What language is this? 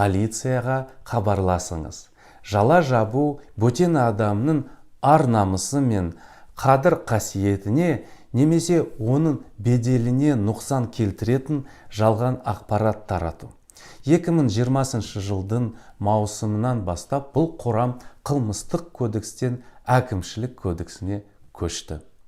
Kazakh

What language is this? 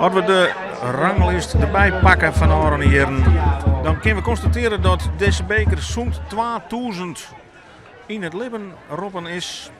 Western Frisian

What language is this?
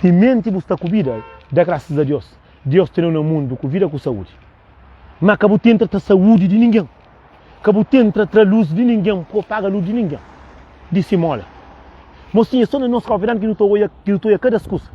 Kabuverdianu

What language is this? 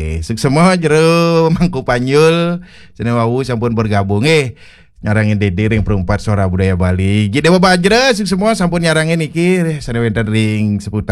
Balinese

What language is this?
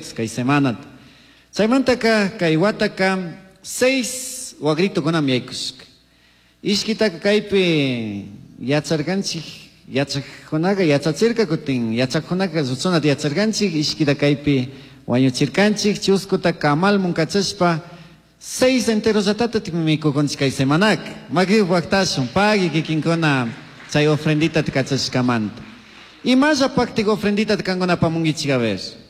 Chimborazo Highland Quichua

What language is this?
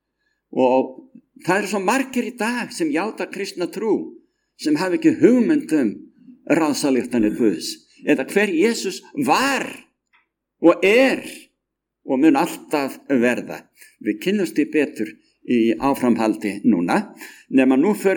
Icelandic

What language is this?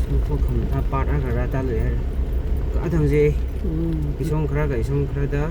Tangkhul Naga (India)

